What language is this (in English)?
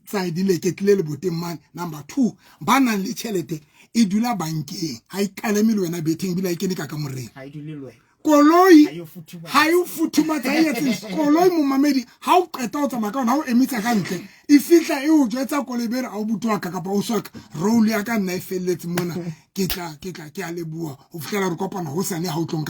Southern Sotho